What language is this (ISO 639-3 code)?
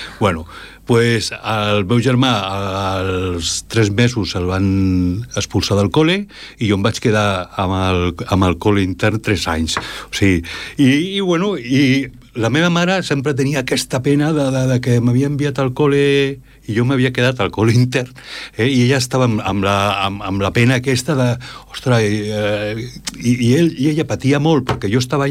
cat